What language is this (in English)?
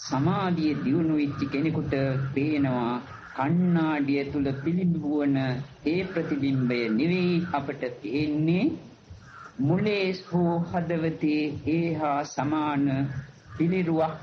Sinhala